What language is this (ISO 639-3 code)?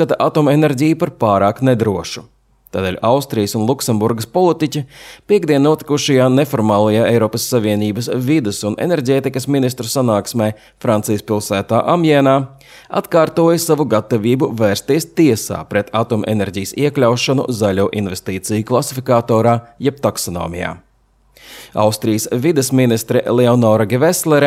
lav